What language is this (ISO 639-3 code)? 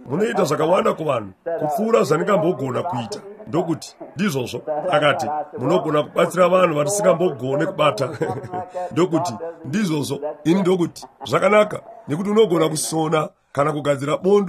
sna